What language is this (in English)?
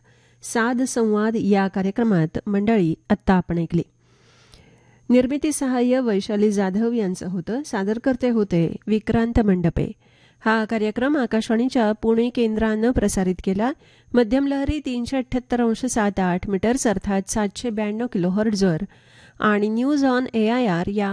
Marathi